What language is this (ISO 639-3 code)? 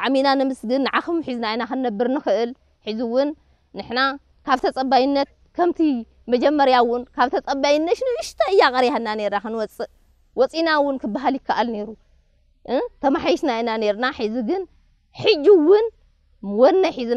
tir